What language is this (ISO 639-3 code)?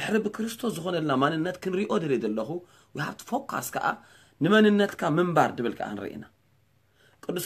tir